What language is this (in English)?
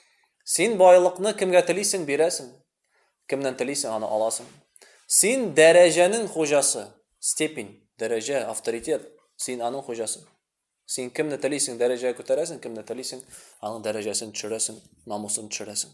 Tatar